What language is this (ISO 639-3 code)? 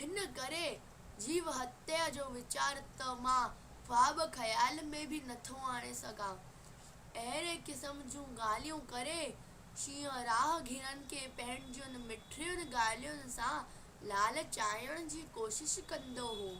snd